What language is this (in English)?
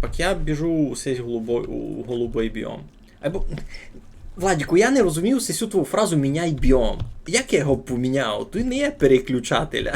Rusyn